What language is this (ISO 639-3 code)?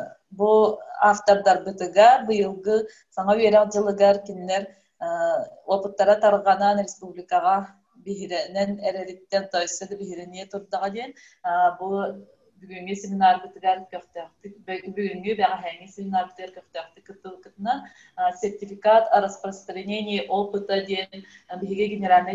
sah